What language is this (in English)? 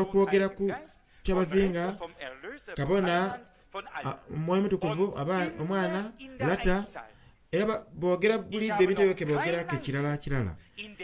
Soga